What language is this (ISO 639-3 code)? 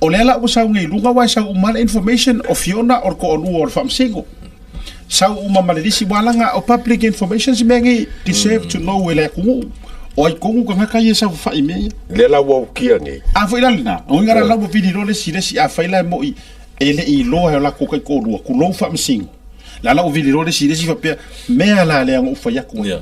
smo